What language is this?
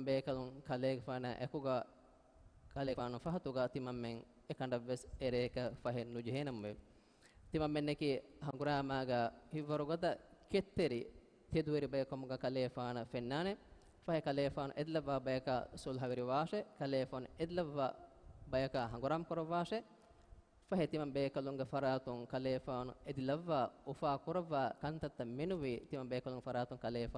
Divehi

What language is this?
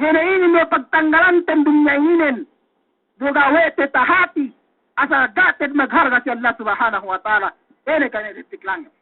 Yakan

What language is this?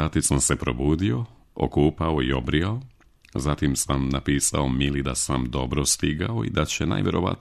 Serbian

